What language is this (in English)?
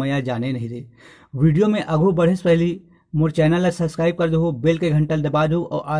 Chhattisgarhi